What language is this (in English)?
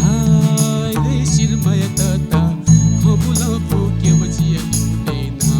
Newari